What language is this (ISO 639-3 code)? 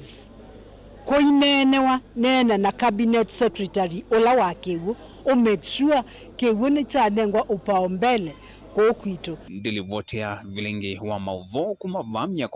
kam